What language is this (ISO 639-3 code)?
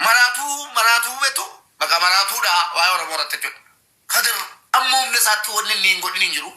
orm